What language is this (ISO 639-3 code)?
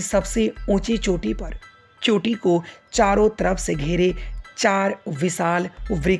hin